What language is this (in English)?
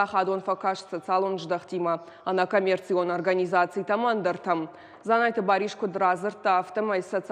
Ossetic